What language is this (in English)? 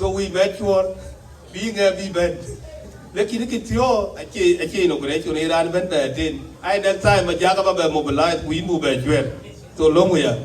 Dinka